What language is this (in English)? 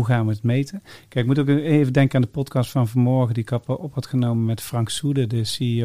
Dutch